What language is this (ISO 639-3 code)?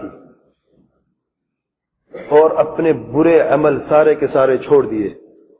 urd